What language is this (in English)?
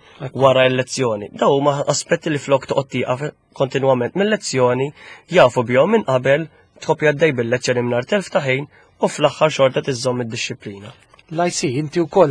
Maltese